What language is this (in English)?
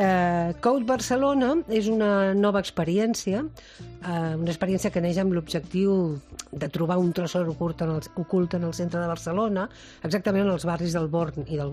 Catalan